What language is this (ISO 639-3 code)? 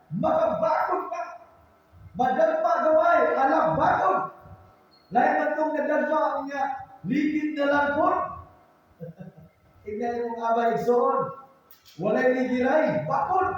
ceb